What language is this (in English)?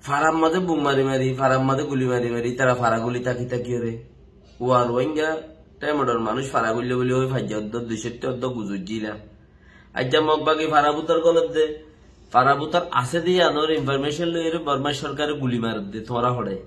Rohingya